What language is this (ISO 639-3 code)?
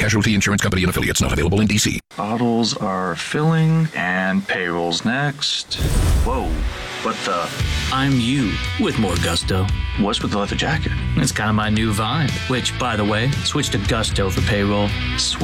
eng